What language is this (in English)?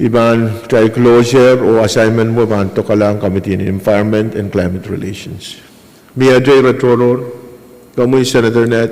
Pohnpeian